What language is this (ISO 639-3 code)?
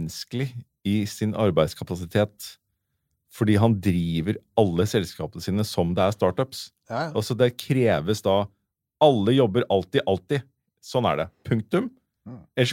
nor